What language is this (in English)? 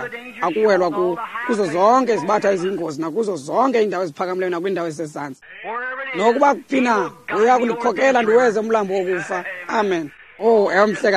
Xhosa